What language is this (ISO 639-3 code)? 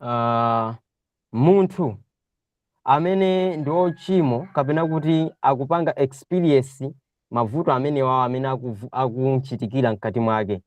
nya